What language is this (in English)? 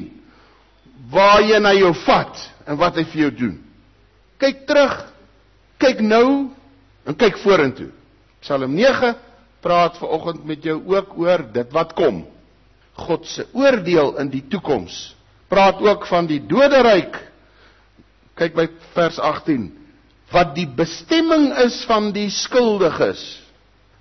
Afrikaans